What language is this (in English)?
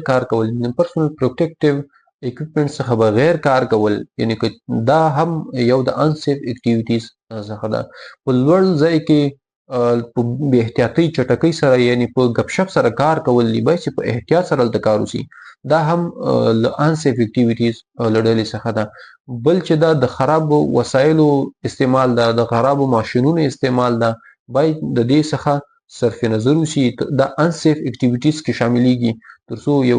Pashto